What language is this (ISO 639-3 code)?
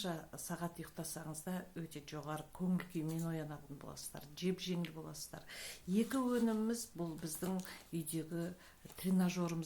kaz